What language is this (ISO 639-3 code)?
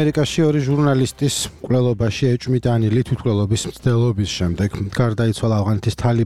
kat